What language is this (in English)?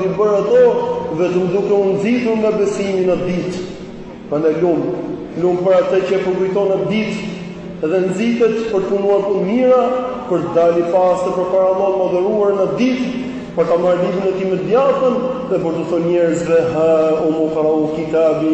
Albanian